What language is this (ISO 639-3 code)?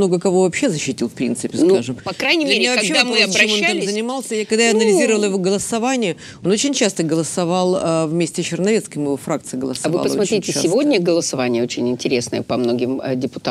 rus